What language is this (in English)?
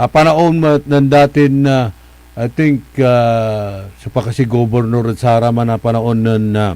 Pangasinan